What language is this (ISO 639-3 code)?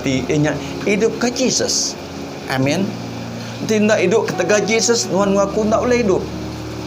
iba